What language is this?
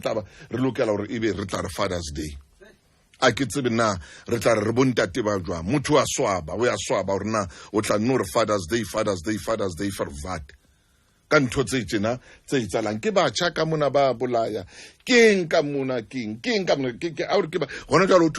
Southern Sotho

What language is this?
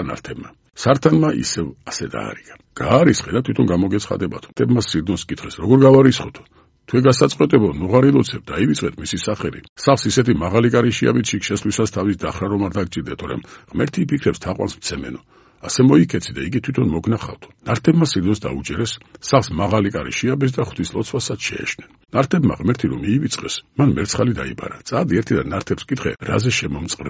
Georgian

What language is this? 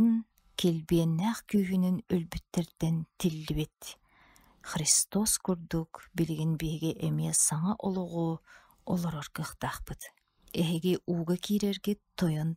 Yakut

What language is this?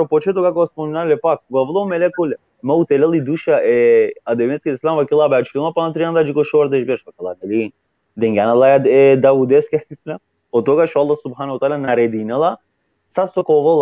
Balkan Romani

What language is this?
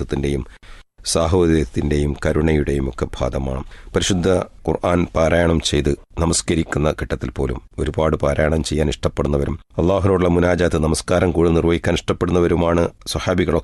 Malayalam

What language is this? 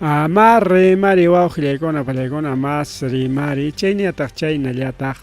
Ayacucho Quechua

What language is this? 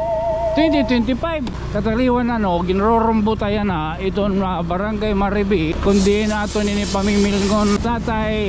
Waray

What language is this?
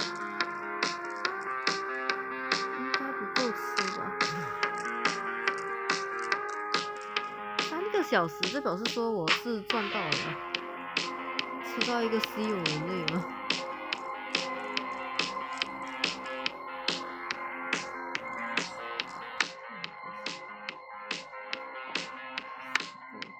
Chinese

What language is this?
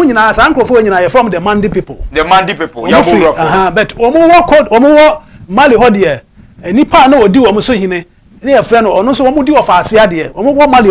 Akan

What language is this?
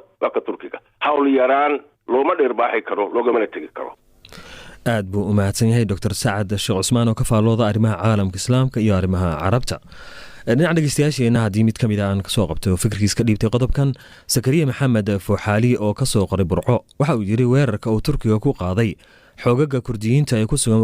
Somali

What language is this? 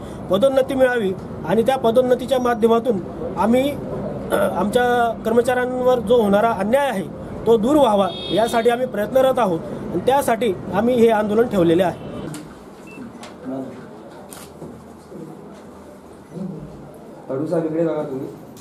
Marathi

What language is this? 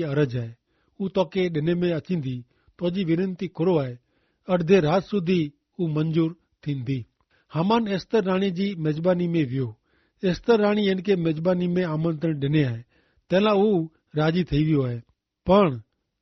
Kachhi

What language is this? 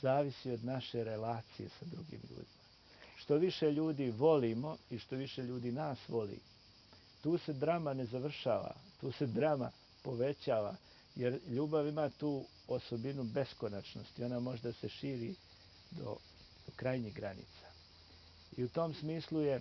Bosnian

